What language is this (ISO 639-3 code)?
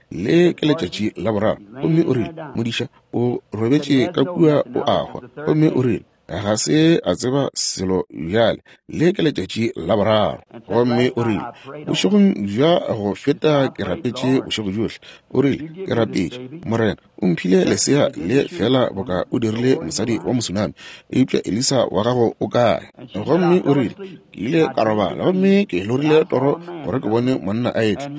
nso